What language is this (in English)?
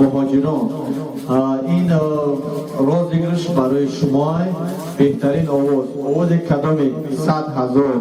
Tajik